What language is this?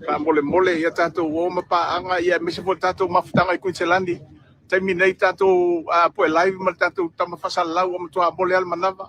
Samoan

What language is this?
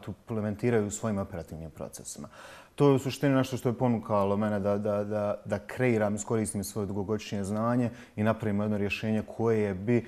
Bosnian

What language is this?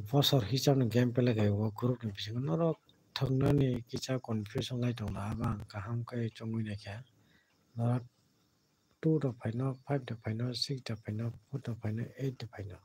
Kok Borok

